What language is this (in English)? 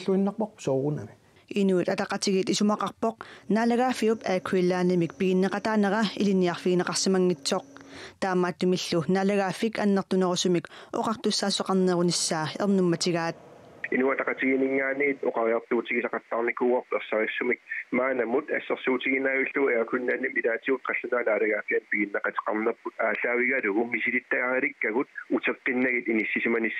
Kalaallisut